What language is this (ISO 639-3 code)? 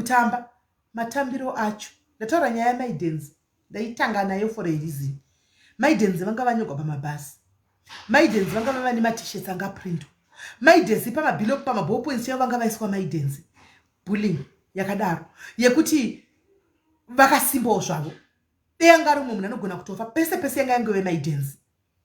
sna